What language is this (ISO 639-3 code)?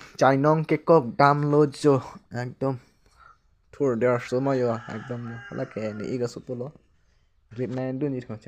mjw